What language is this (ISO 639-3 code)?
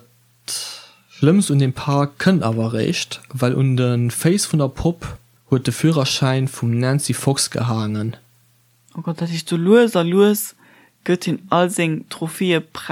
ltz